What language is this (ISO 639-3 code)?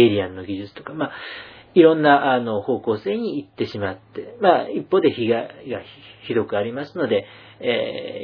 jpn